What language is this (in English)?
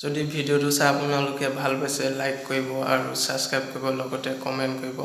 Assamese